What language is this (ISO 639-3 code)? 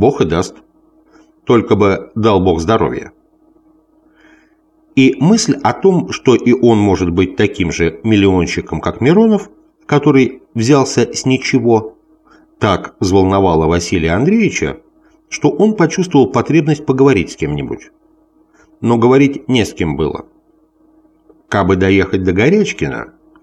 rus